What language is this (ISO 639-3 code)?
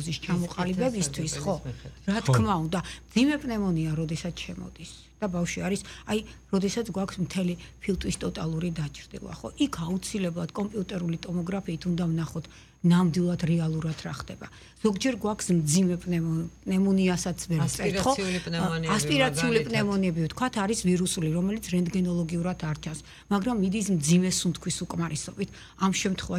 kat